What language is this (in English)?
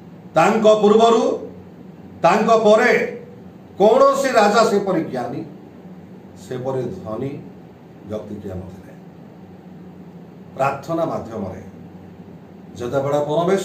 Odia